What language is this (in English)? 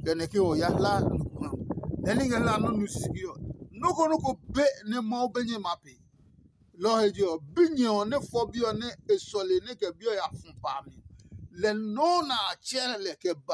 Adangme